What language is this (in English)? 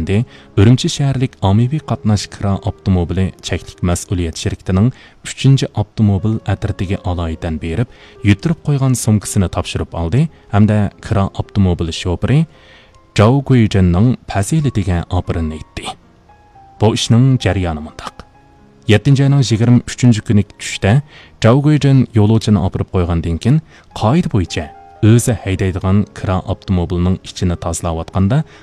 Uyghur